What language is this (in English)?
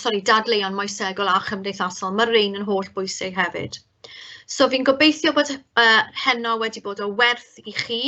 Welsh